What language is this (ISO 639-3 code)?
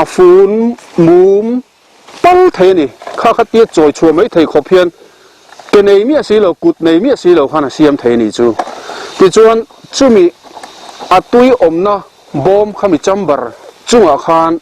lus